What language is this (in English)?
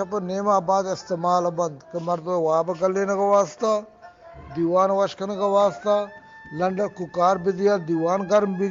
Eastern Balochi